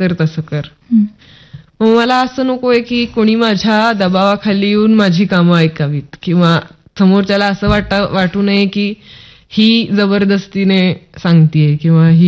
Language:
Marathi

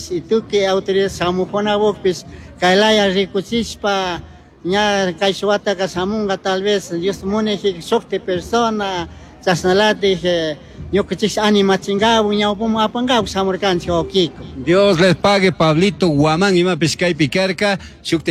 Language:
Chimborazo Highland Quichua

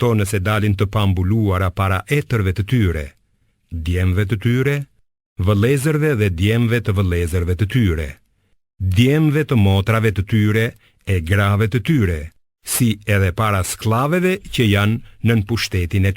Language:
Albanian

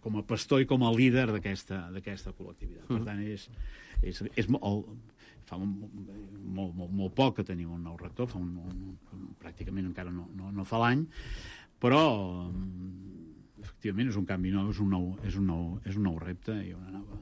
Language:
Catalan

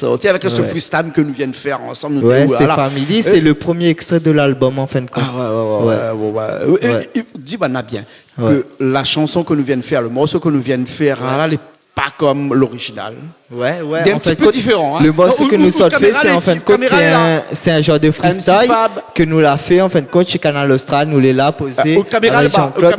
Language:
Réunion Creole French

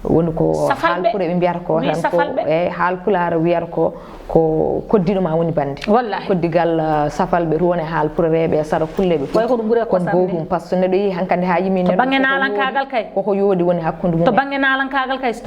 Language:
Fula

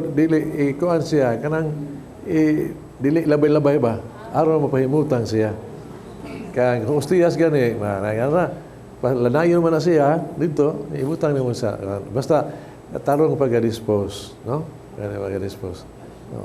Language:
Cebuano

